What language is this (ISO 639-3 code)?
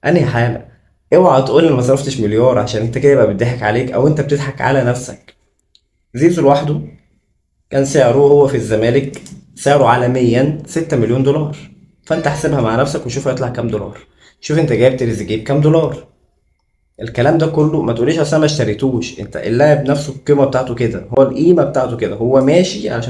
arz